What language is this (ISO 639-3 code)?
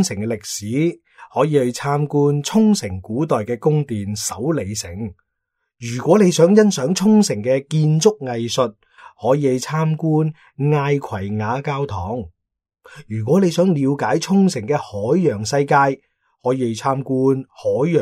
yue